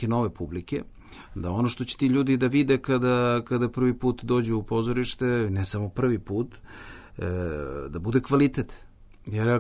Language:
Serbian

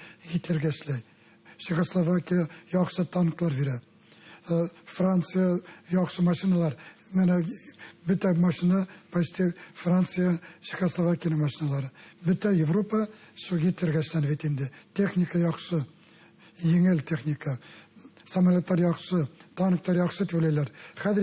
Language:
Bashkir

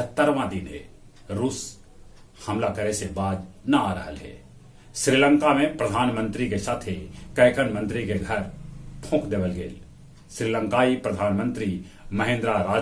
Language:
Magahi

